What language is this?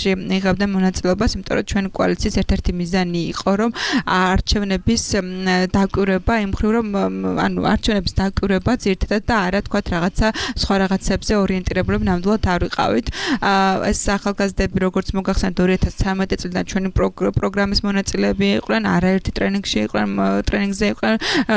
Georgian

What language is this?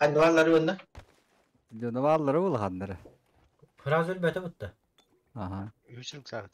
Yakut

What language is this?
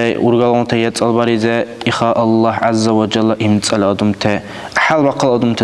Dargwa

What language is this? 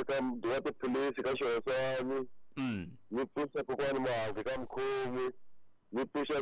Tsonga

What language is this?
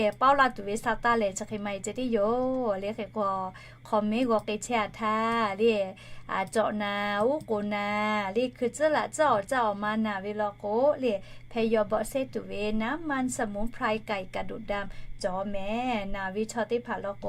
Lahu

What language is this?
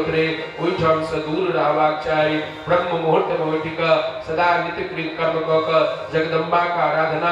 Maithili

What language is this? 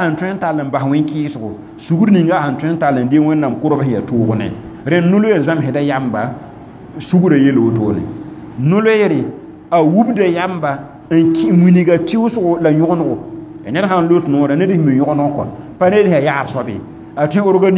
Mossi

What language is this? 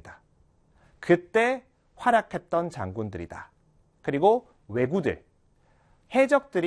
Korean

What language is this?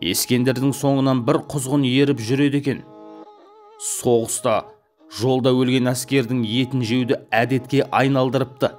Kazakh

